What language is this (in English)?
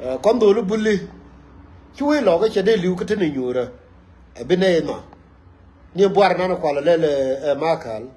Nuer